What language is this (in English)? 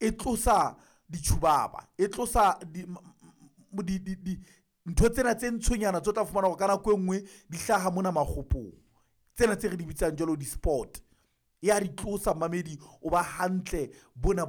Southern Sotho